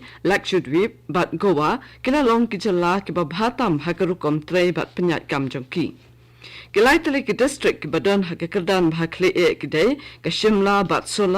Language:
Khasi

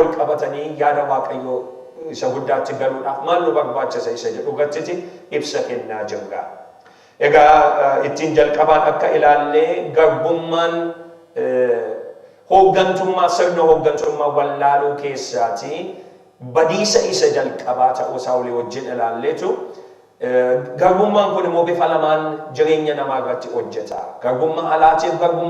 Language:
Oromo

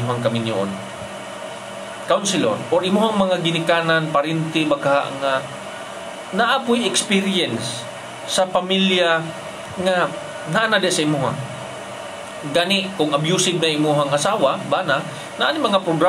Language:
Cebuano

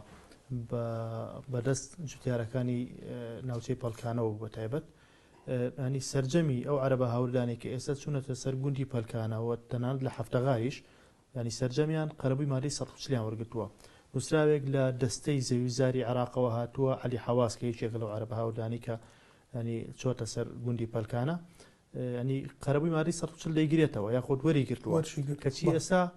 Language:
Central Kurdish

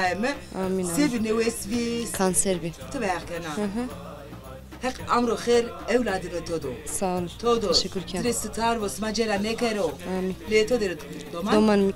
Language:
Zaza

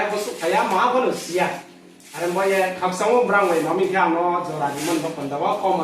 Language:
Riang (India)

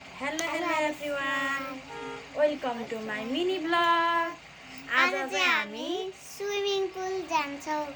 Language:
Nepali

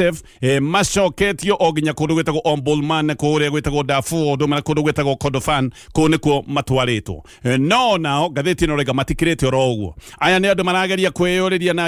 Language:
Kikuyu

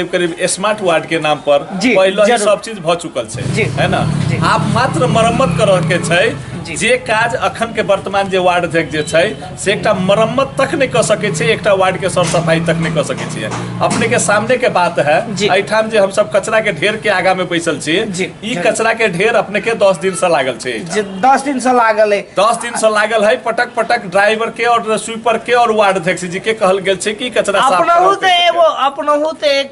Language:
Maithili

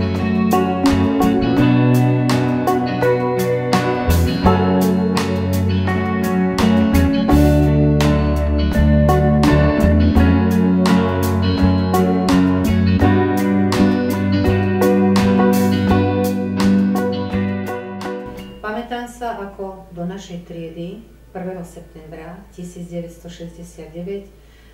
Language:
Slovak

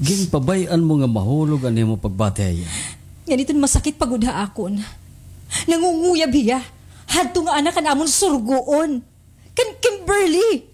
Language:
Waray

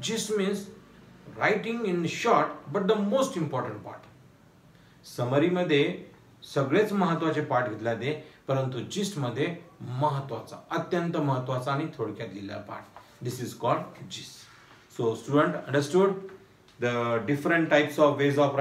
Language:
Marathi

